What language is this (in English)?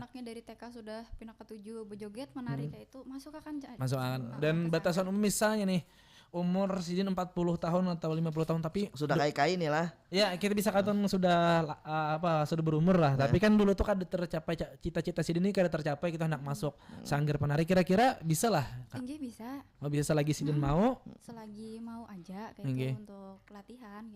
Banjar